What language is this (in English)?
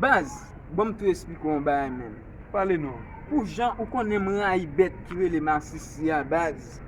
Haitian Creole